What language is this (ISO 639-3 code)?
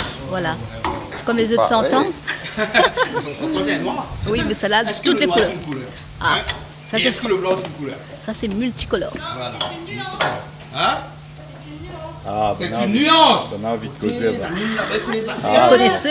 rcf